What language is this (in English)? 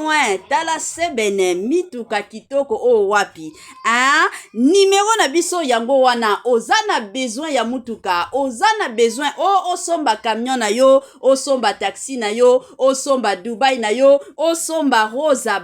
Lingala